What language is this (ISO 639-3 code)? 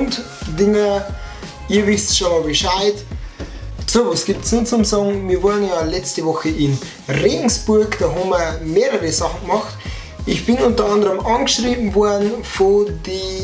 bar